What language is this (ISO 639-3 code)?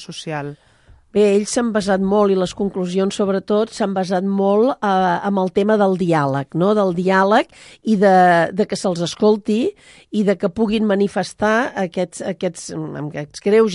cat